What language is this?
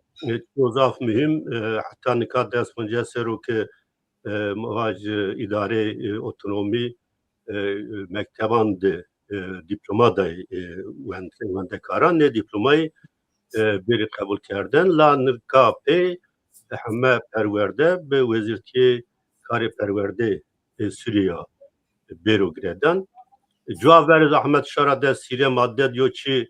Zaza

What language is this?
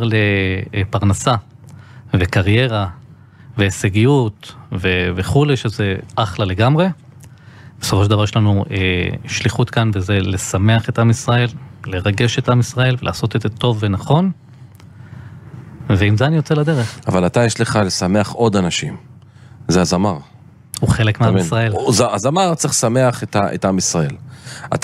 Hebrew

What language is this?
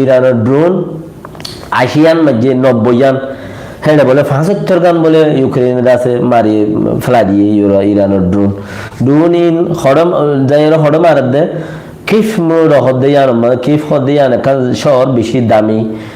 Rohingya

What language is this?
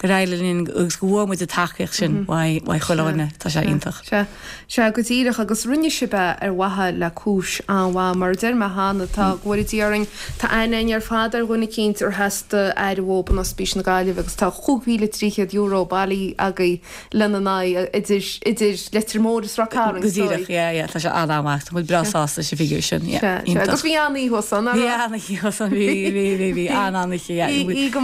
Irish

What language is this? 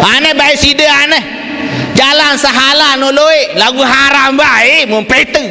Sasak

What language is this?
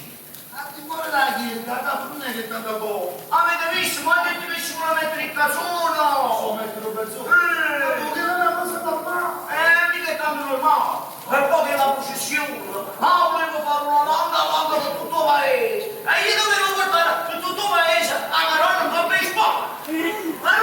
Neapolitan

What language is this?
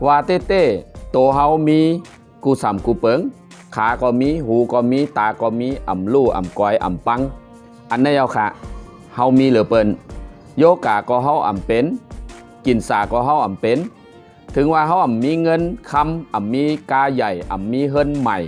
Shan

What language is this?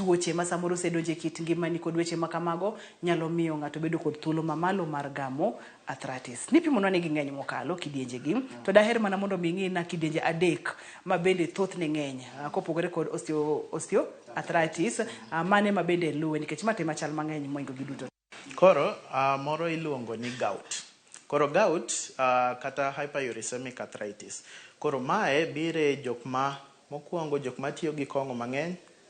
Luo (Kenya and Tanzania)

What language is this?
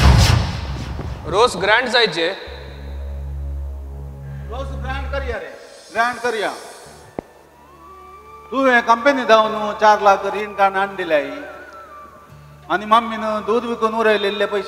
Konkani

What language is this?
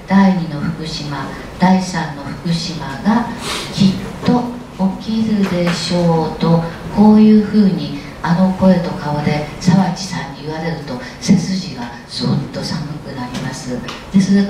Japanese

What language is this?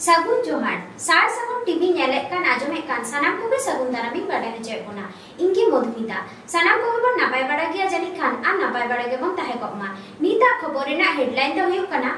Santali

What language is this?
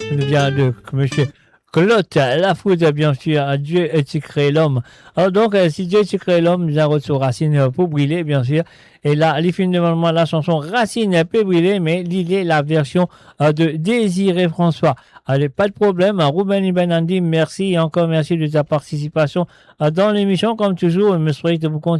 Morisyen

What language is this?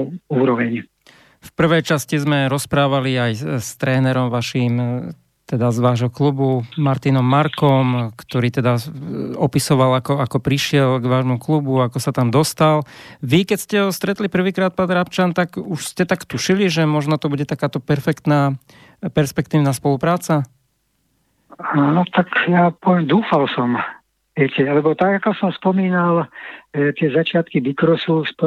Slovak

